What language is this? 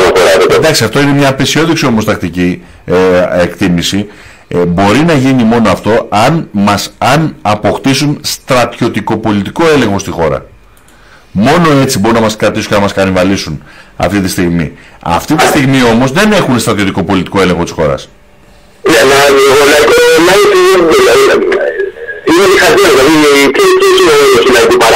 Greek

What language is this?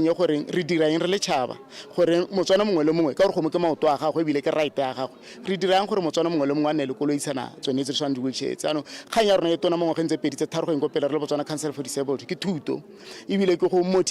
Tswana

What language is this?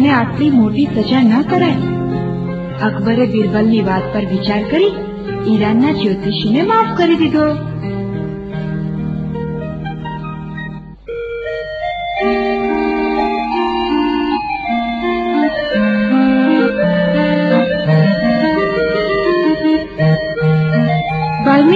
Gujarati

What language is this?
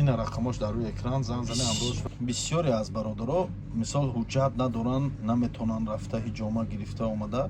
Tajik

